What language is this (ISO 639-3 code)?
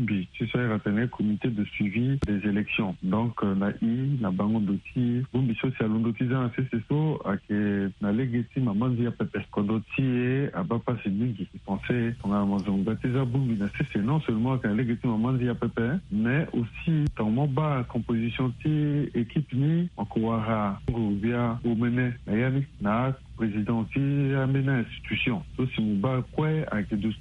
sag